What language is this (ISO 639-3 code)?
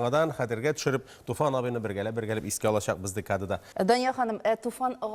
tat